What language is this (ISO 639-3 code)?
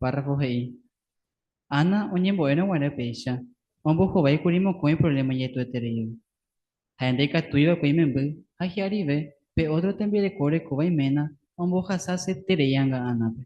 grn